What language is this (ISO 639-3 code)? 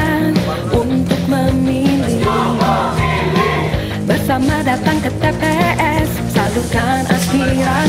ind